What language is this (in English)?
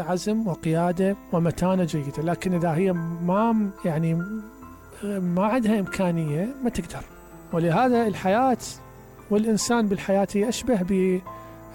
Mesopotamian Arabic